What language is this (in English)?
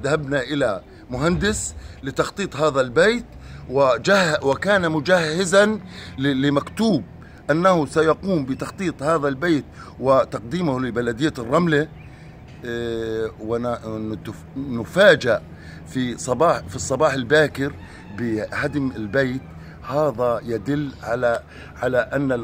Arabic